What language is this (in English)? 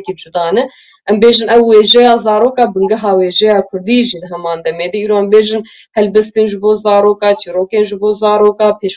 Kurdish